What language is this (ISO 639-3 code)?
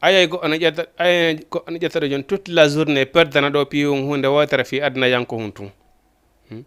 ful